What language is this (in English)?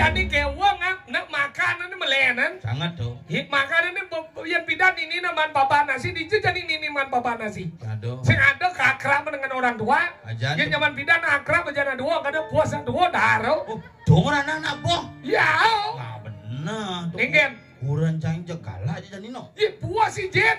Balinese